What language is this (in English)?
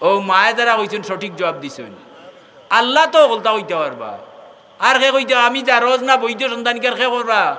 Sylheti